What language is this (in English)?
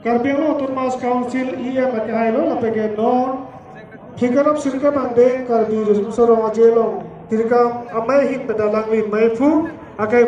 Karbi